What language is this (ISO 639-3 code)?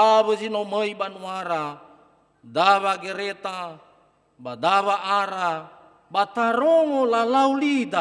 nia